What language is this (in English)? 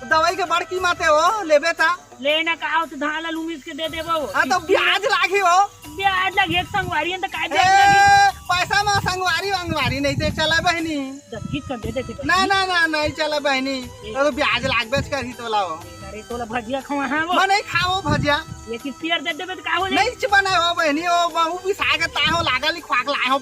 Chhattisgarhi